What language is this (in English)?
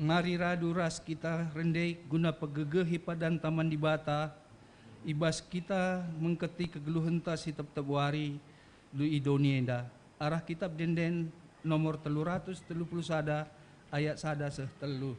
Batak Karo